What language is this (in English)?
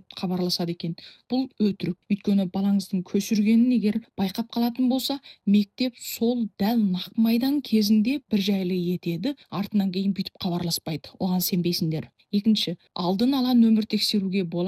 Kazakh